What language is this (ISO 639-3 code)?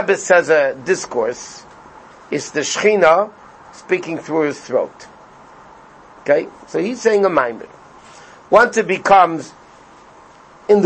eng